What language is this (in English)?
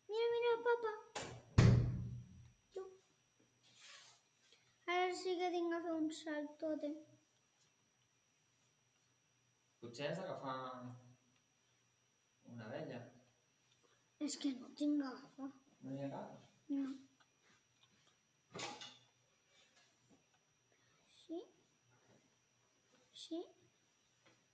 Catalan